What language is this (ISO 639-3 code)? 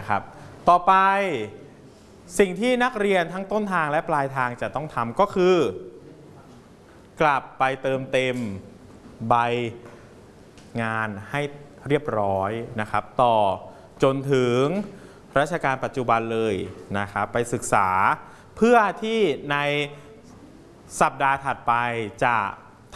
tha